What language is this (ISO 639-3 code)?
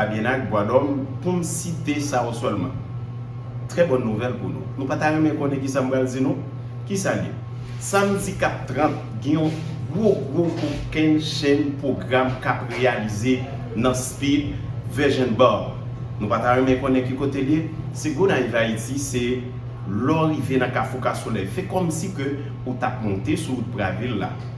hat